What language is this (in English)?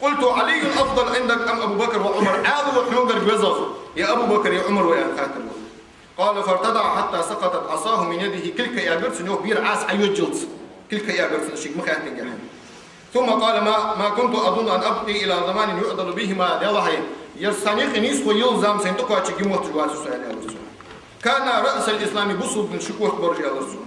Ingush